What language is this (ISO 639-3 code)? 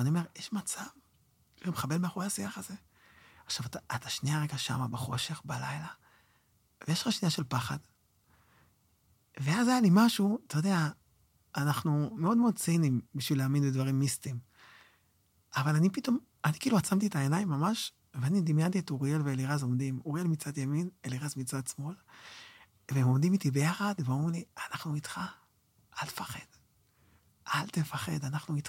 heb